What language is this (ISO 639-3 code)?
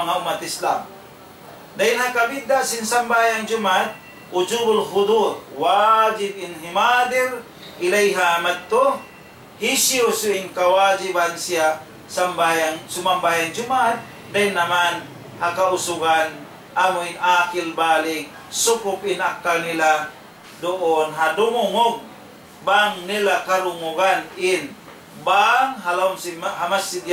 tsg